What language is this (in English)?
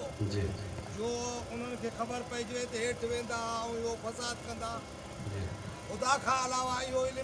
Sindhi